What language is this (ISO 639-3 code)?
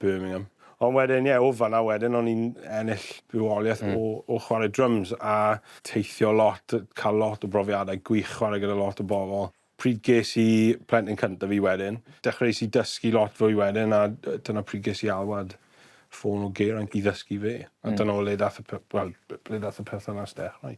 cym